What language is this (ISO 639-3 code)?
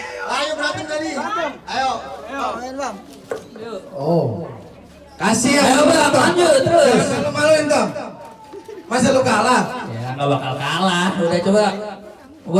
bew